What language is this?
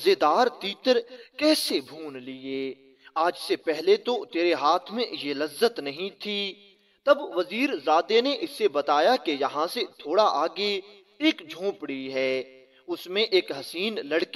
Urdu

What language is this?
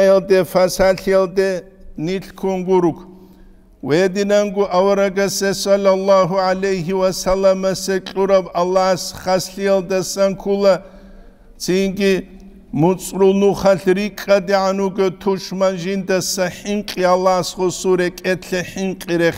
Avaric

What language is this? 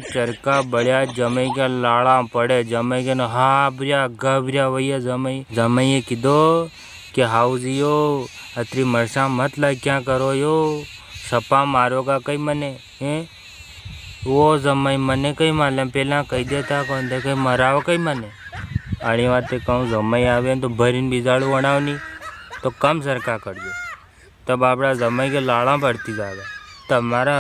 Rajasthani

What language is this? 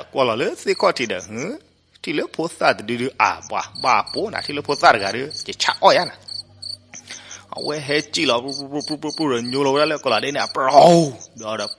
S'gaw Karen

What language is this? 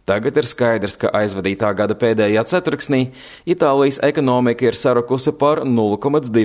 Latvian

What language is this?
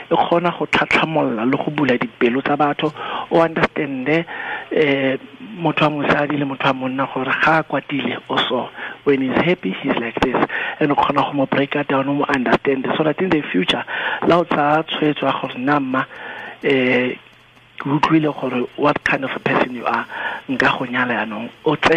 Tswana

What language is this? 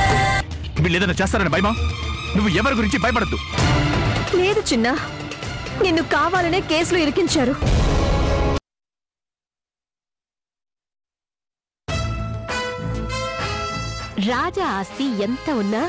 Telugu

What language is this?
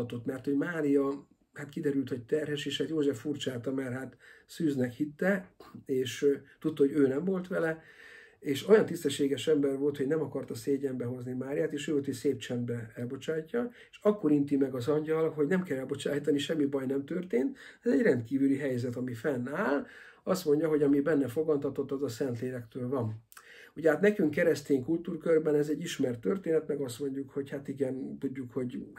Hungarian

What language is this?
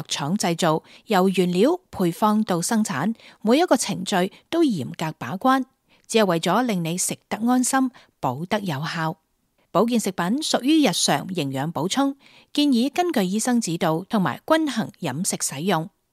Cantonese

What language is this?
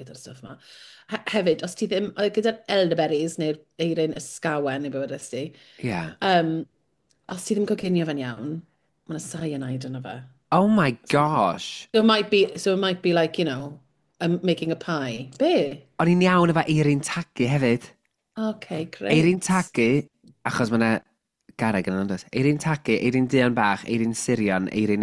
Welsh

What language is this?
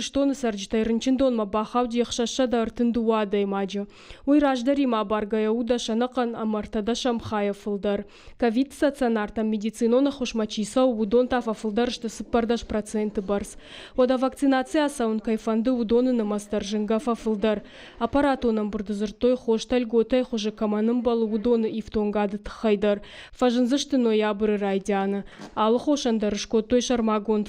Ossetic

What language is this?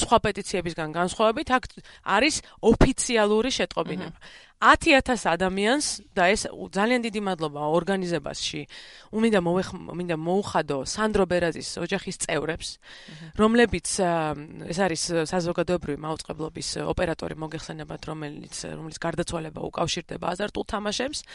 Georgian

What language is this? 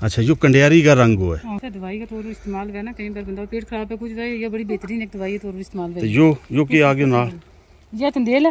Gujari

